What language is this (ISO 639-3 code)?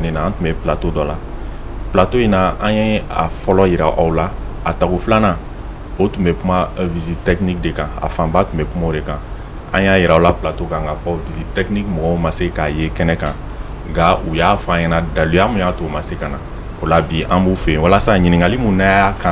bam